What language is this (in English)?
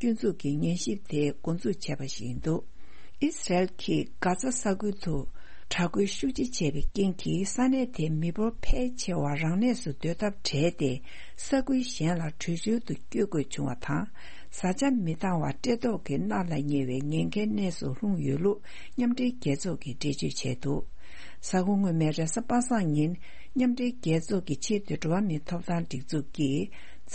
Tibetan